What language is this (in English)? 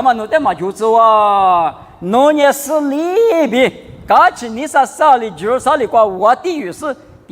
Lisu